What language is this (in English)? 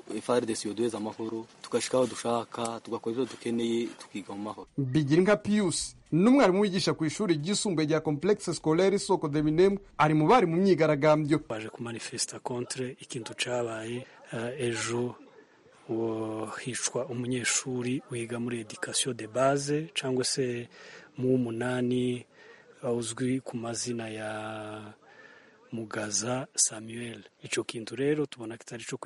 Kinyarwanda